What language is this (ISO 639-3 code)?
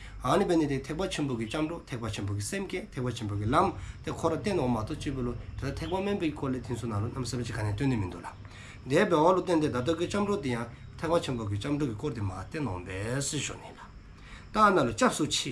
dzo